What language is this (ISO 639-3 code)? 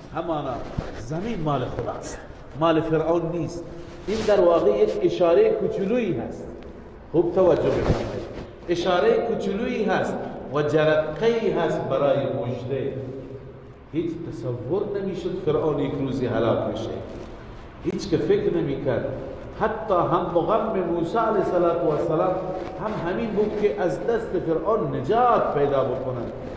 fas